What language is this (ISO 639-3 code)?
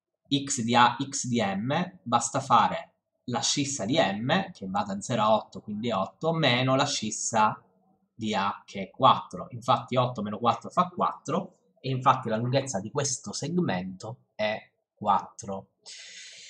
ita